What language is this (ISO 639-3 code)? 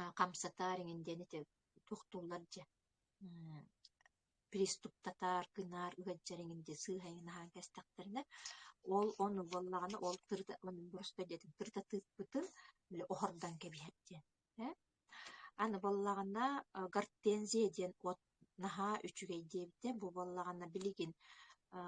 sah